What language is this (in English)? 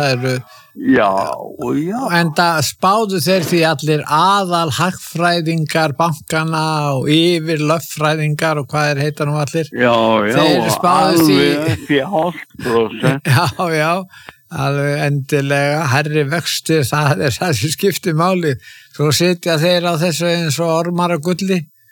Icelandic